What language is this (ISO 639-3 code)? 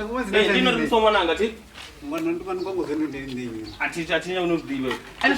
ven